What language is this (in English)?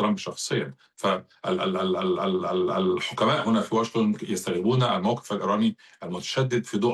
Arabic